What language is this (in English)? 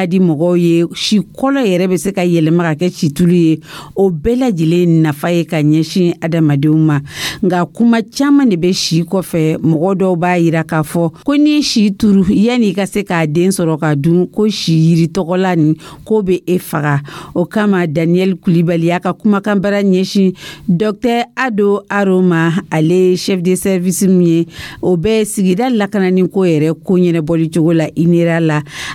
Dyula